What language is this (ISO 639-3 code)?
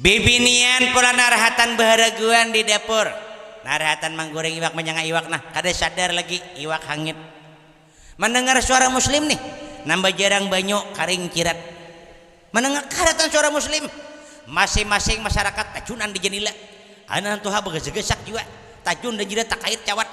bjn